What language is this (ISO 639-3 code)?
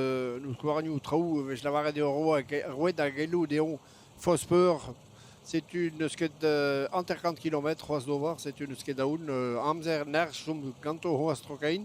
bre